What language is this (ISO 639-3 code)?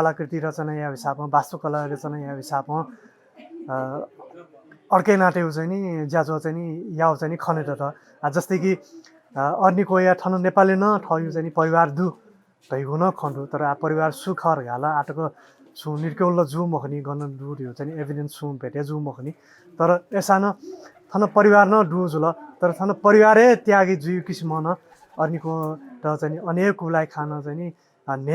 new